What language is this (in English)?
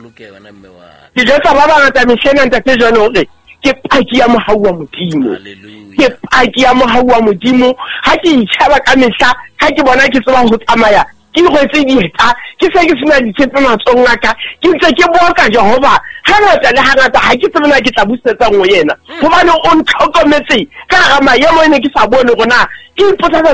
Southern Sotho